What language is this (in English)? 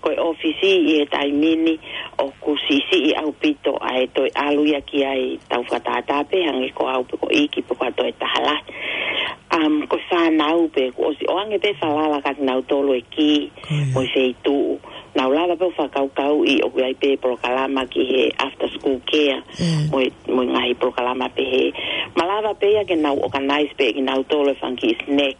Tongan